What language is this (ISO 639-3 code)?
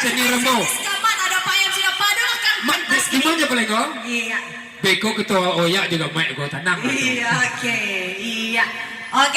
min